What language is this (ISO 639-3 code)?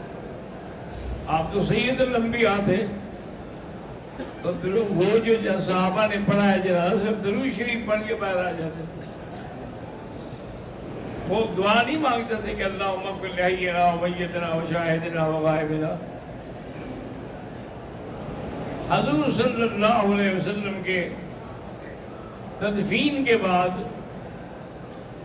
urd